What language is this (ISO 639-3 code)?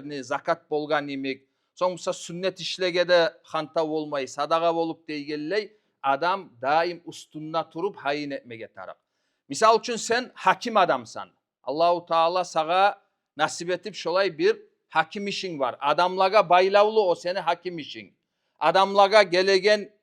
kum